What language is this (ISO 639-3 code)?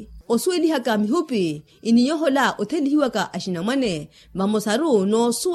vmw